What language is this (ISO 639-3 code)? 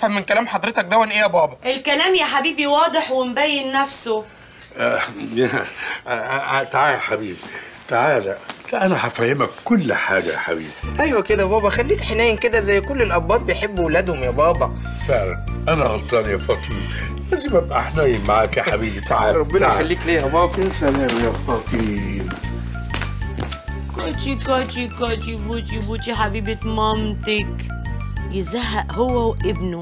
arz